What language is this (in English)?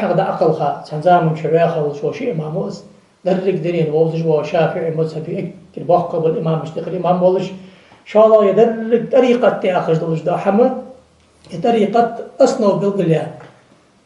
Ingush